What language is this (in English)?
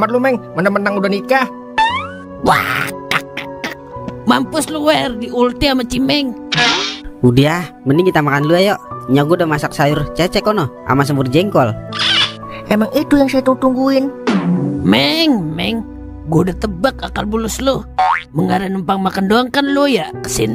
Betawi